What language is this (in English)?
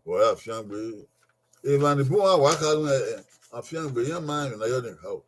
Bini